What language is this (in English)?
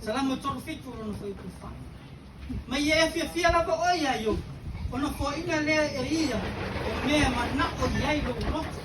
Samoan